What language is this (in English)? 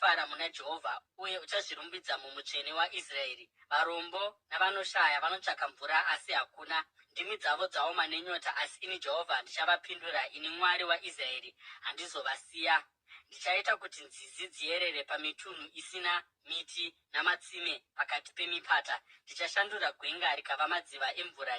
Shona